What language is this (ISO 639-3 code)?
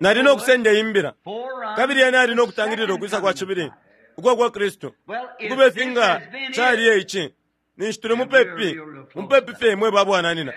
bem